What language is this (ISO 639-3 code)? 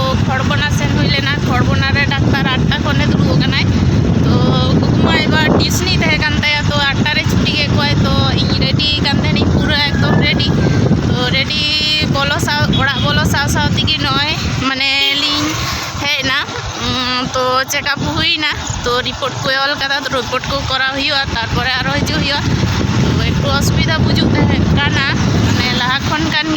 sat